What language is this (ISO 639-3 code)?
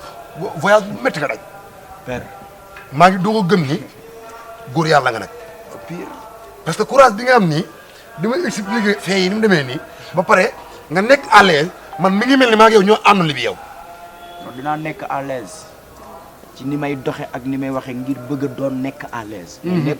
wol